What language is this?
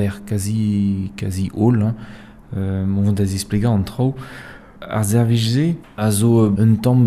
Breton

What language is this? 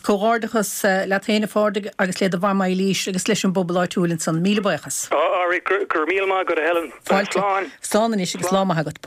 Irish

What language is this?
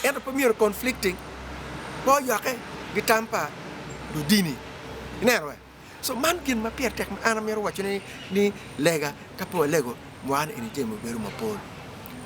Acoli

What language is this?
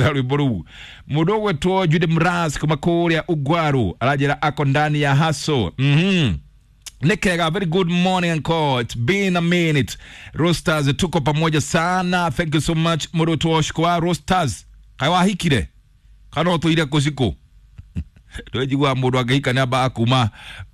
Kikuyu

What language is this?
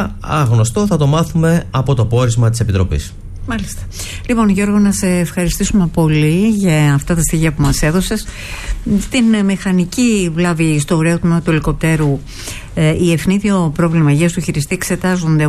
Greek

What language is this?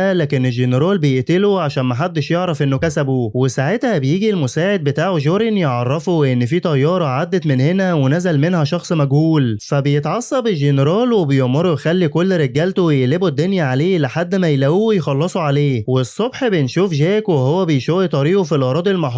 Egyptian Arabic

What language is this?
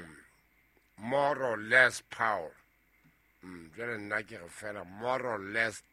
Southern Sotho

